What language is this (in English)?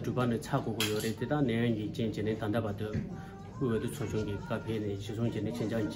Tibetan